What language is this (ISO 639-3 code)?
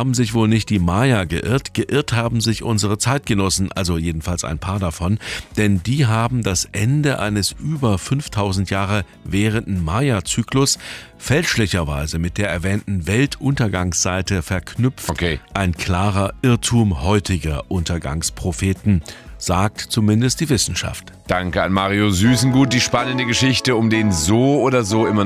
deu